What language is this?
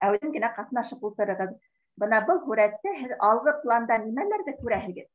Bashkir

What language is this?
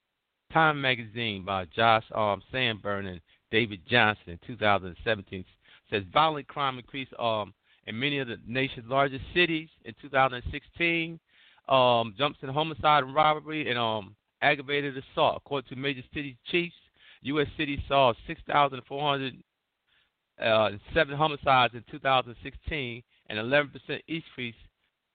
English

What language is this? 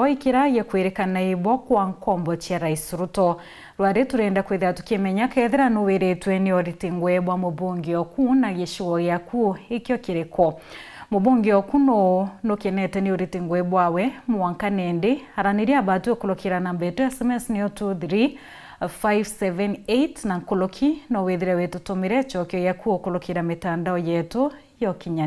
Meru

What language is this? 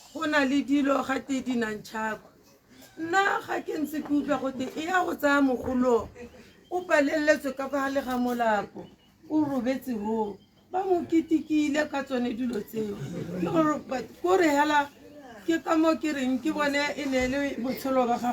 Tswana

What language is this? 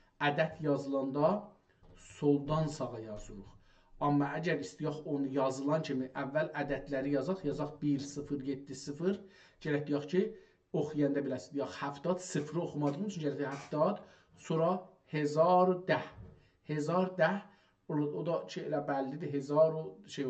South Azerbaijani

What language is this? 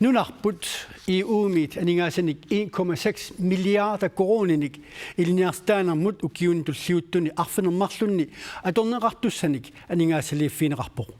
Kalaallisut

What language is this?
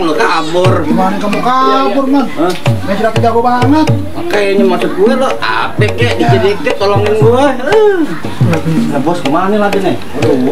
Betawi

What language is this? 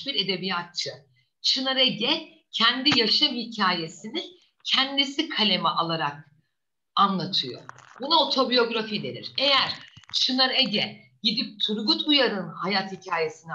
Turkish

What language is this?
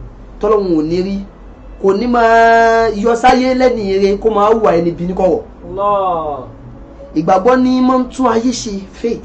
Yoruba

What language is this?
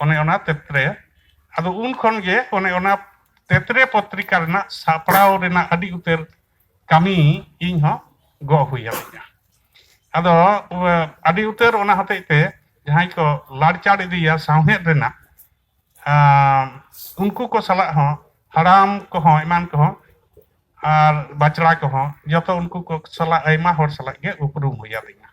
Santali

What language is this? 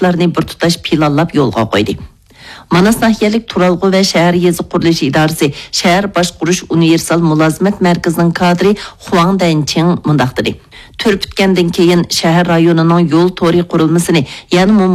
Uyghur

